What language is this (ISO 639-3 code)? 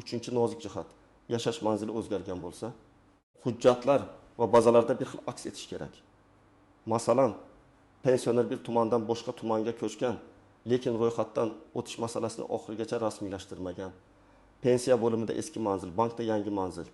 uzb